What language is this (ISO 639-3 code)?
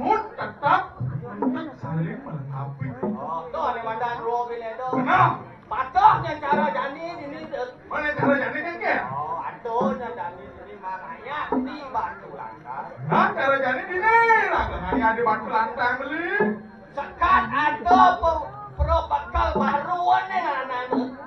ban